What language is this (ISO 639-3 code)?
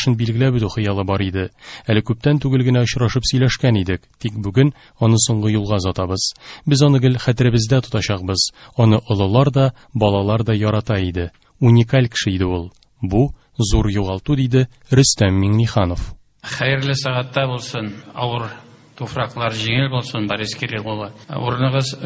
tat